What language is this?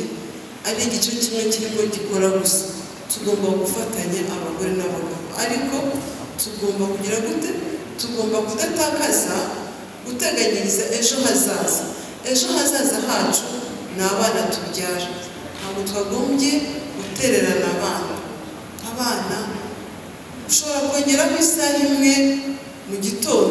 Kinyarwanda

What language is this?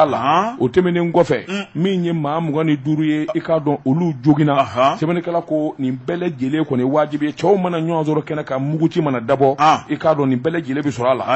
Bambara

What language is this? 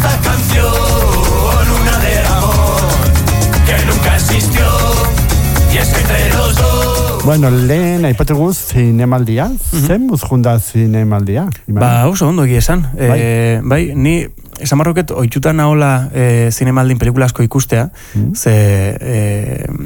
Basque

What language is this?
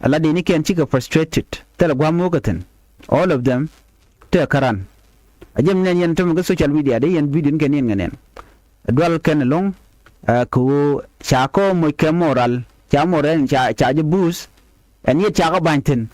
Nuer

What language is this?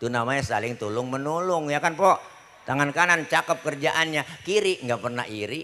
Betawi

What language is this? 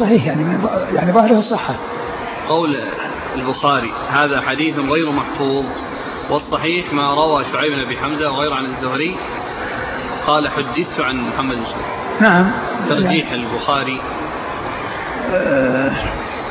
Arabic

